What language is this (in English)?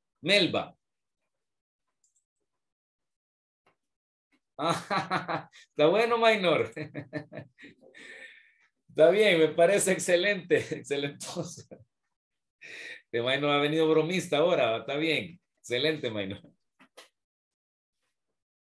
Spanish